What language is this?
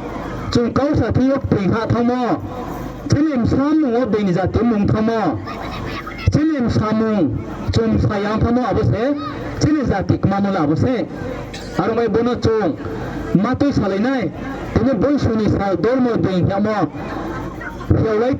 Riang (India)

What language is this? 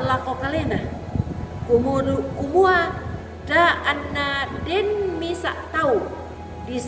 Toraja-Sa'dan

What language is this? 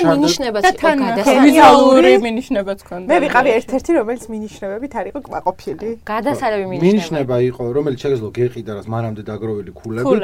Georgian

